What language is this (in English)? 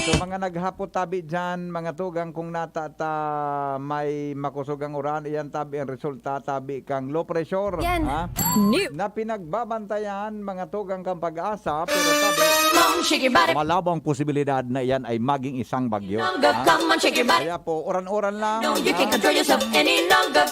Bikol